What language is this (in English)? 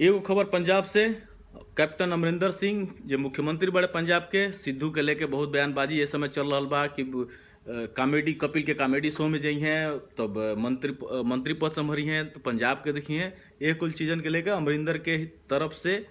Bhojpuri